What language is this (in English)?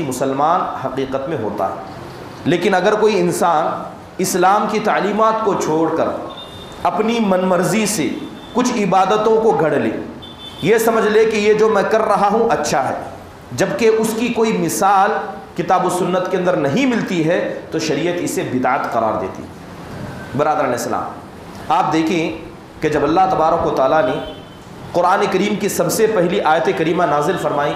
Urdu